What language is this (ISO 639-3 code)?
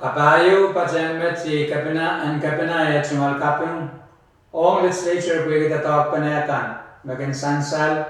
pon